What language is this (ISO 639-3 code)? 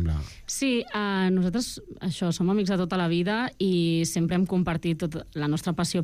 cat